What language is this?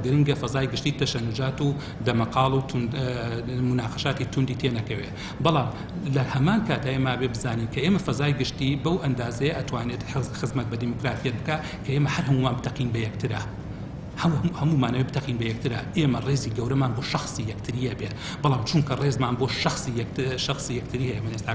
Central Kurdish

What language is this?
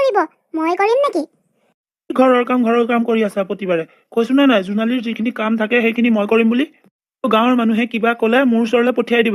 Assamese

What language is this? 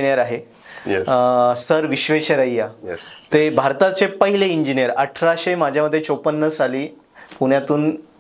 Marathi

